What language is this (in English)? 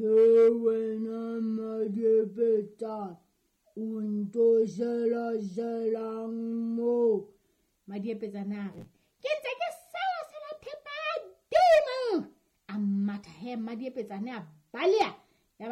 Southern Sotho